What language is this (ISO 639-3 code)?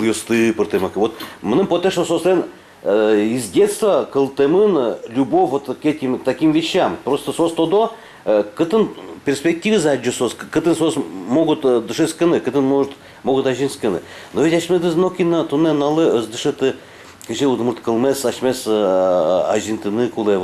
udm